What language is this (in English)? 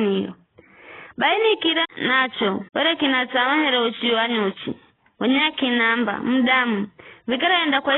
Giryama